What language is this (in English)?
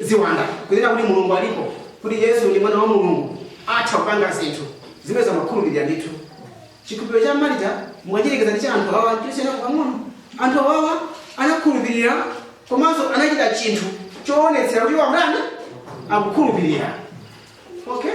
Nyanja